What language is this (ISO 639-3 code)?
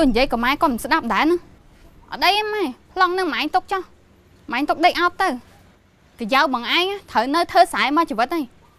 khm